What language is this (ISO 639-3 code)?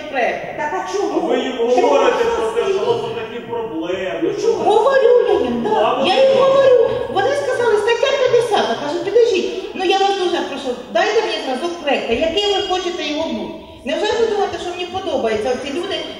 ukr